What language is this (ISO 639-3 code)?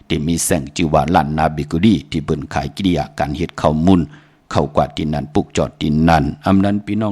shn